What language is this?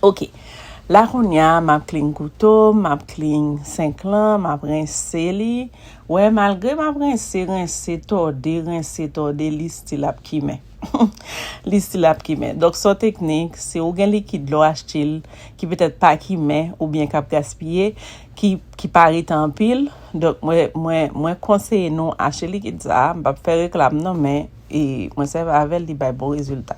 Haitian Creole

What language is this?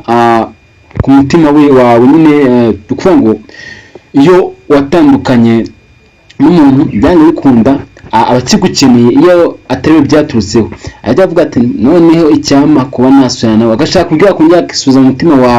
Kinyarwanda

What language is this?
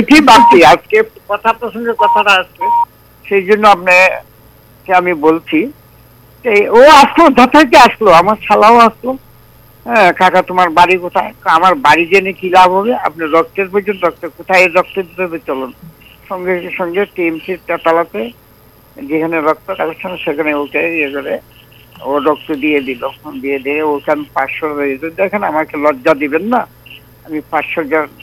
Bangla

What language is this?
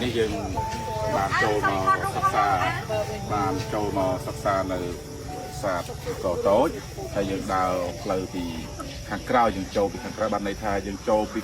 Khmer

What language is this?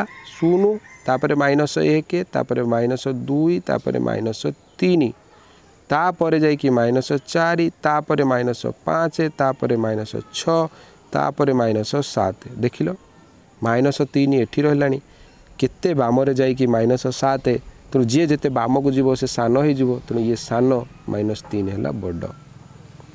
Odia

